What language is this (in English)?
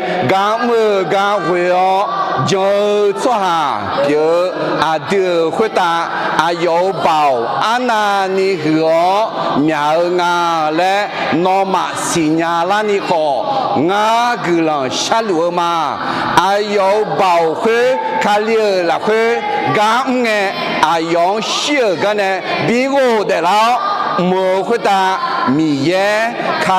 Akha